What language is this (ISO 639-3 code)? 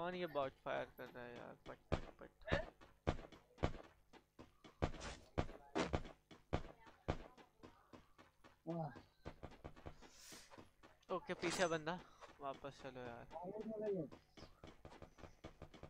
hin